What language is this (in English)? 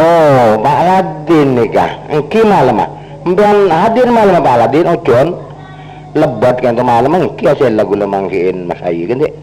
Madurese